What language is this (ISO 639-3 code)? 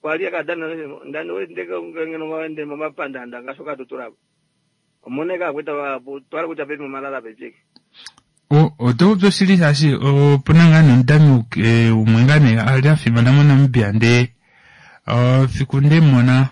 kua